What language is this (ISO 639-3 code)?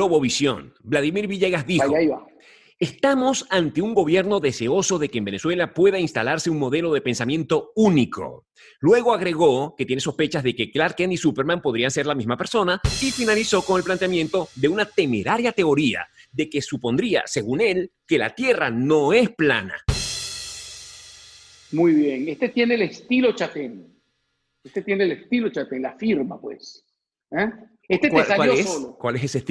spa